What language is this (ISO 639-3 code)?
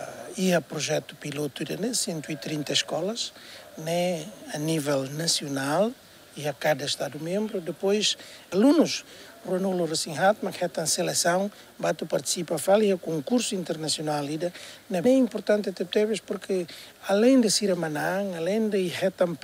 tet